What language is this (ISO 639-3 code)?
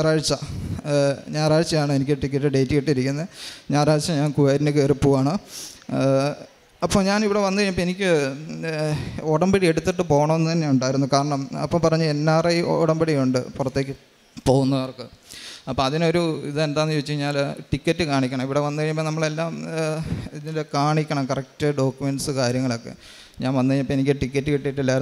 mal